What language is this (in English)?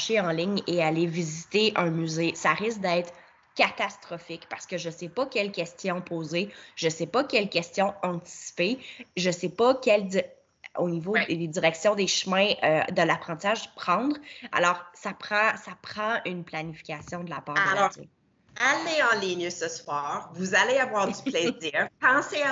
French